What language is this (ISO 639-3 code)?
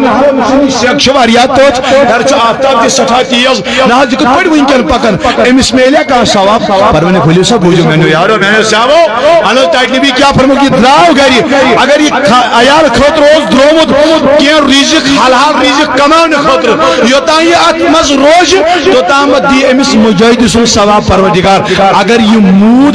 kas